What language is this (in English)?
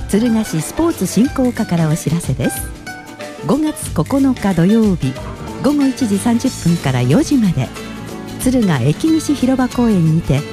Japanese